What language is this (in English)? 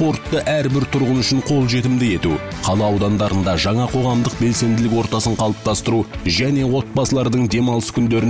Kazakh